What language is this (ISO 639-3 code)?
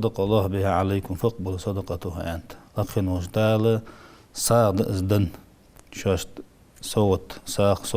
inh